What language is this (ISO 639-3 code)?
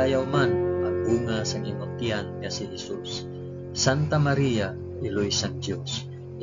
hil